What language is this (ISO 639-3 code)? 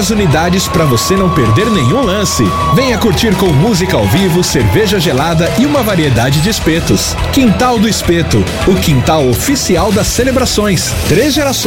por